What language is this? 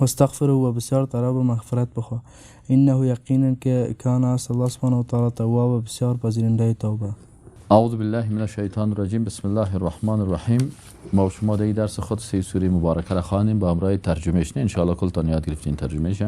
Persian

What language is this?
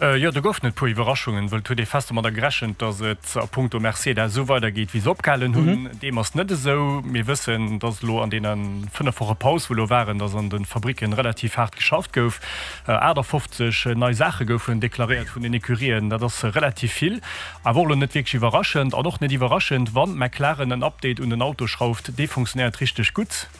Luxembourgish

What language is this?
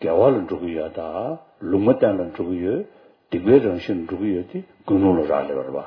Tibetan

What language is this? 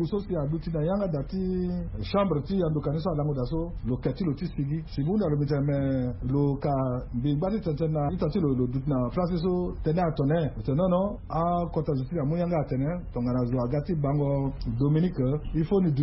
Sango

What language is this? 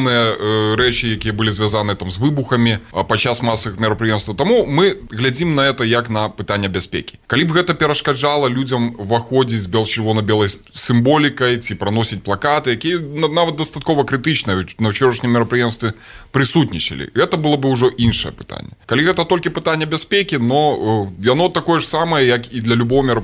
Belarusian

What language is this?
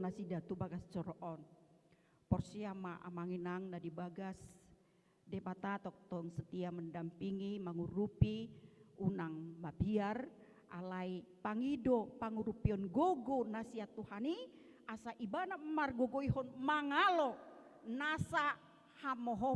Batak Toba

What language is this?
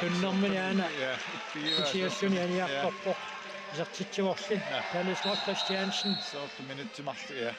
Kalaallisut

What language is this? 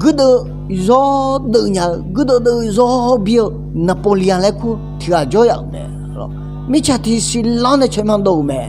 Akha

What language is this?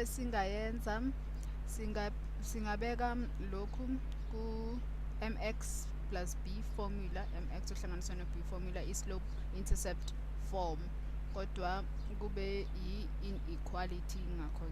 Zulu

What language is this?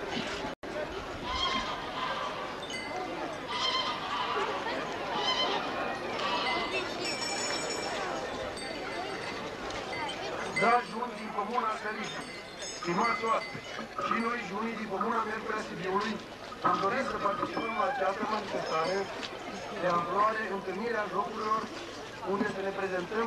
Romanian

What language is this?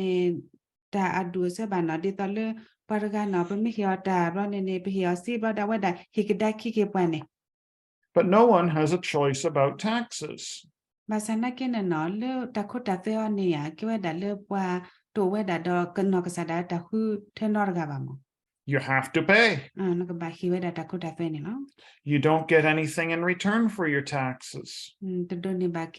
S'gaw Karen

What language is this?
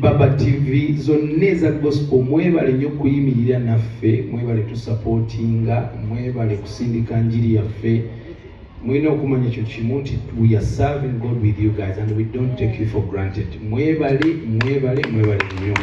Ganda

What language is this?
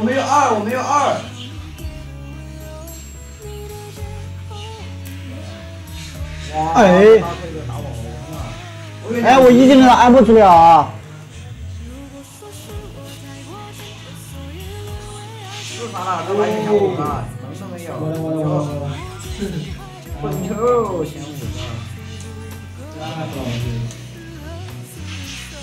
Chinese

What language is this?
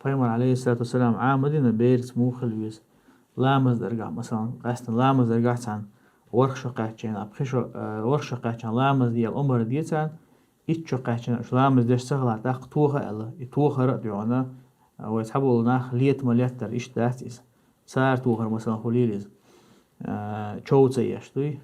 Chechen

